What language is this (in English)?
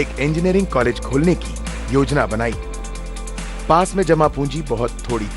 Hindi